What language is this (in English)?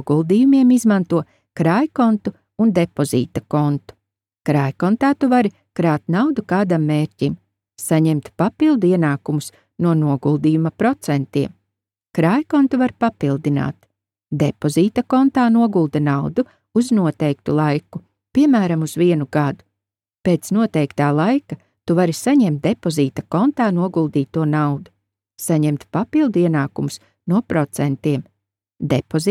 Latvian